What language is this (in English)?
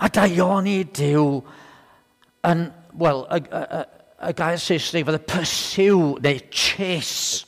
Welsh